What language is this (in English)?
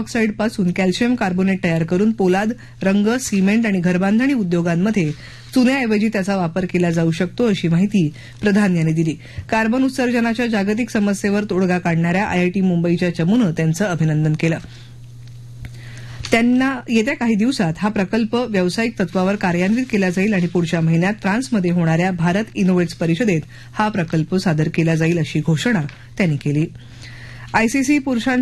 Marathi